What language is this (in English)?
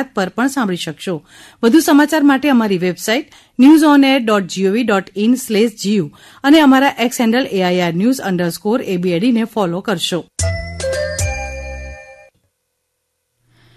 Gujarati